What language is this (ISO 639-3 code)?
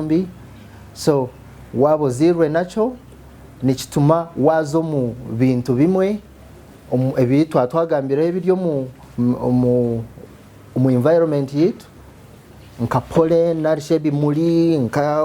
nyn